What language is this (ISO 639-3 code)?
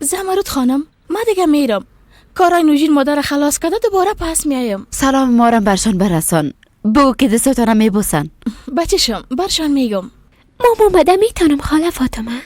fas